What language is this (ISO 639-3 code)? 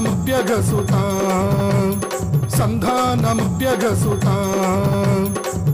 tel